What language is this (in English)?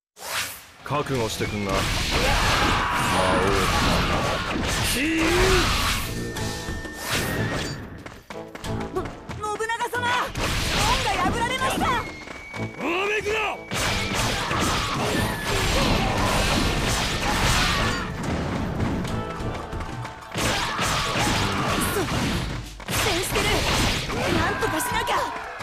Japanese